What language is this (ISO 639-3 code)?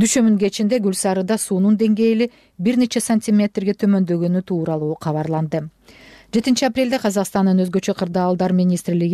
kir